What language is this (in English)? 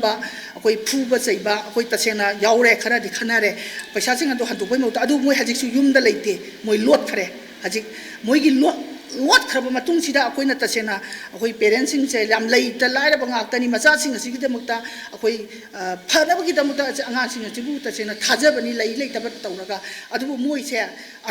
Manipuri